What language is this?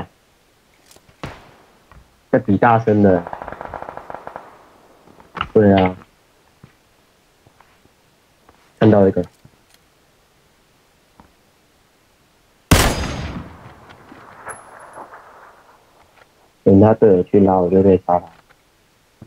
Chinese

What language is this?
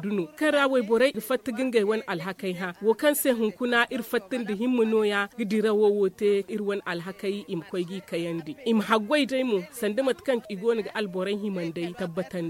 Zarma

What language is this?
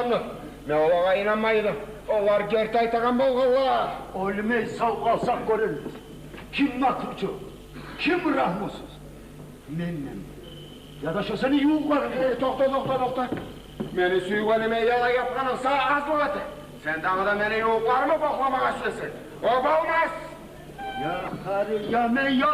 Kumyk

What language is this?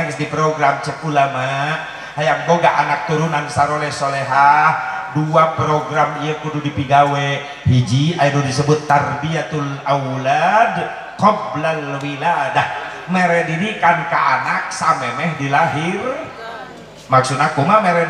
Sundanese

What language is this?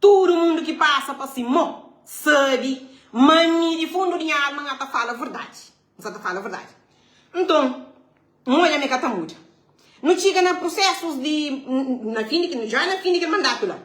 Kabuverdianu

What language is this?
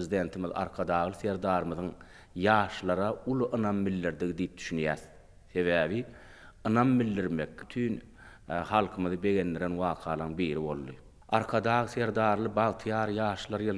Turkmen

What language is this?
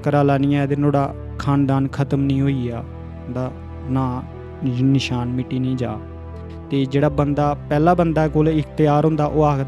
Dogri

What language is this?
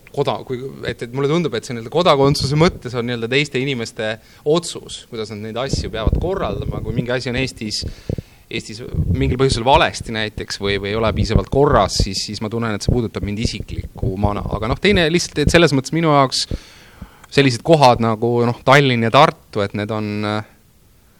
Estonian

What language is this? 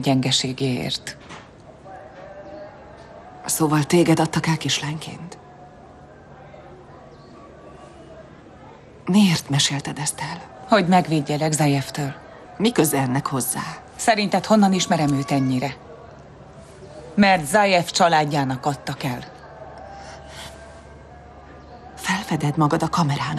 Hungarian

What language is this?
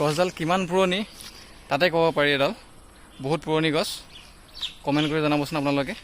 Assamese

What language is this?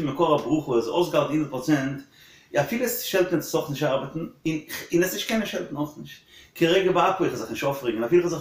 Yiddish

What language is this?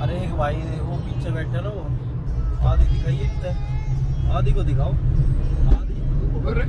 Haryanvi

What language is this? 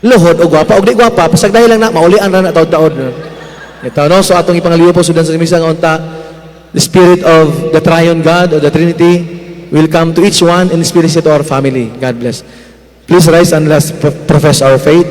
Cebuano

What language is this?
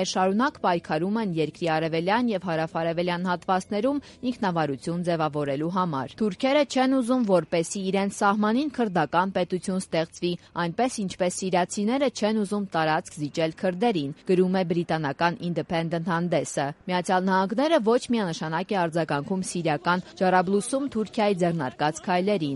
Armenian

